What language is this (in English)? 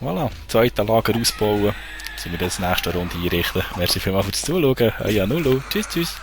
Swiss German